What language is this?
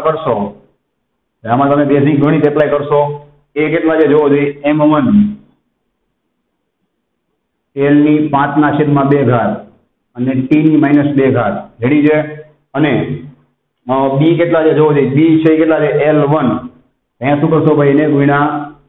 Gujarati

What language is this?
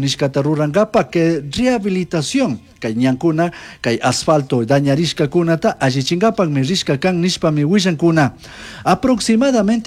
Chimborazo Highland Quichua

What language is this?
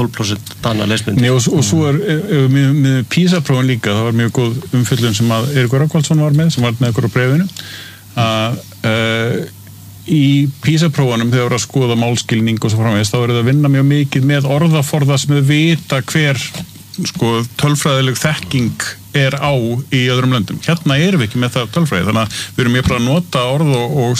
Icelandic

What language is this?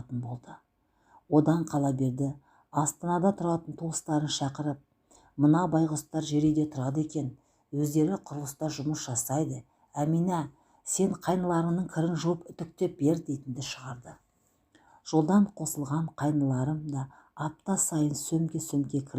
Kazakh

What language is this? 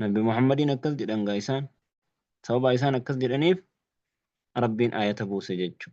Oromo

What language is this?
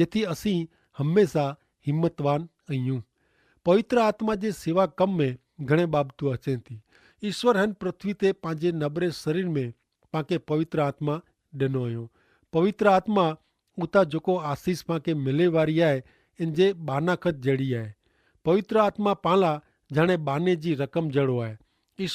Kachhi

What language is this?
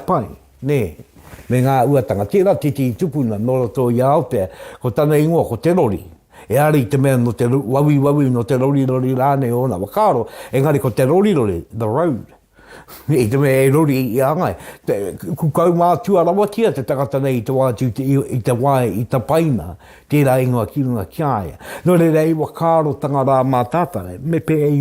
Māori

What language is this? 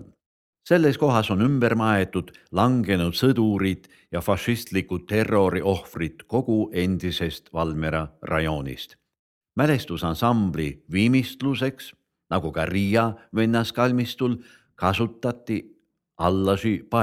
Estonian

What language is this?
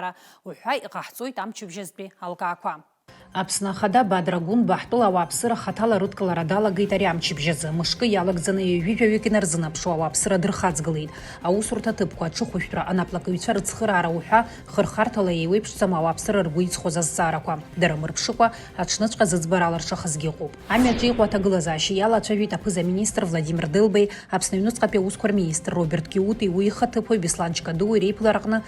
Abkhazian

